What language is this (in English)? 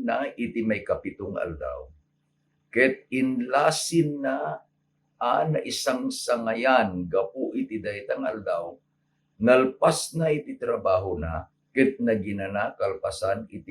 Iloko